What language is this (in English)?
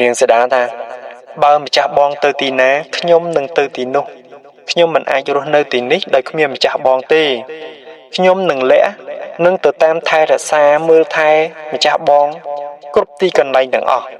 Khmer